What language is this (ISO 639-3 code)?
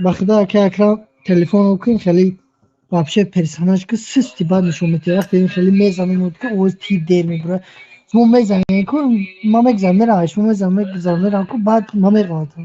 tgk